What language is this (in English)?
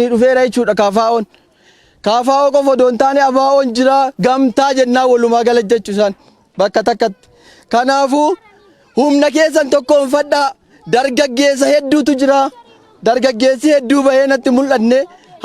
Oromo